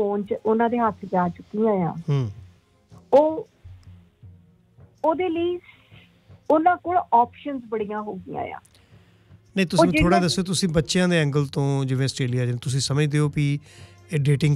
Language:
Punjabi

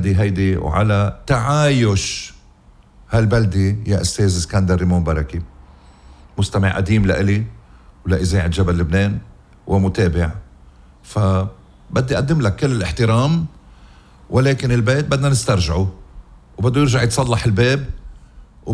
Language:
North Levantine Arabic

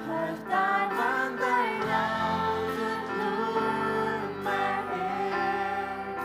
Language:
Faroese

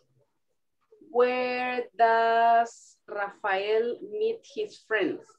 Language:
English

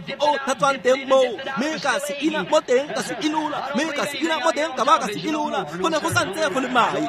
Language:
Tswana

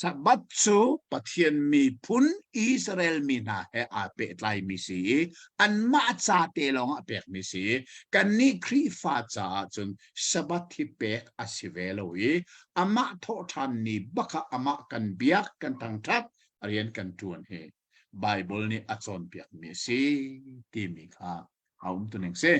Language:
Hakha Chin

